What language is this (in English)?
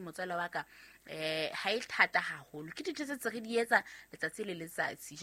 Southern Sotho